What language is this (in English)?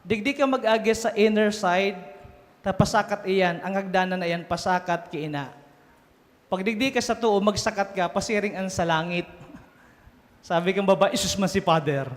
Bikol